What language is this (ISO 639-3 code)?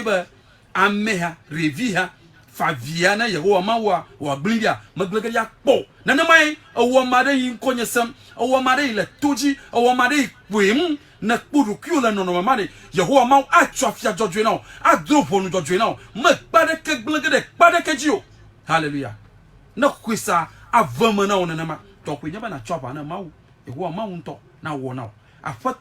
ewe